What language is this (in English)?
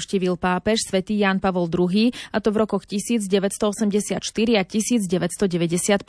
Slovak